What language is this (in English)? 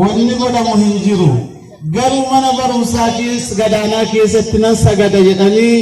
Oromo